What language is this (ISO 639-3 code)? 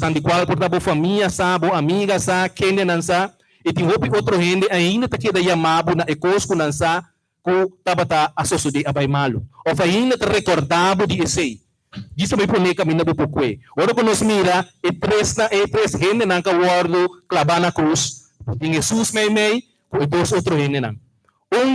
pap